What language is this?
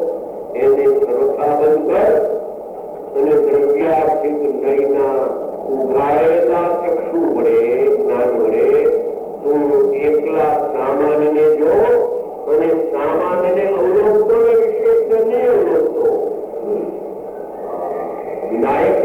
Gujarati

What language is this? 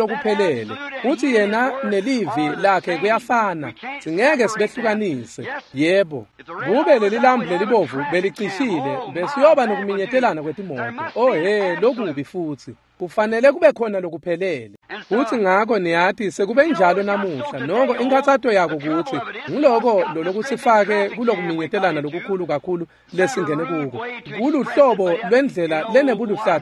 Swati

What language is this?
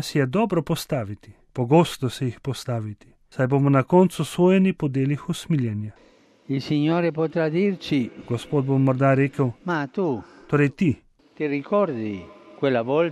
Slovenian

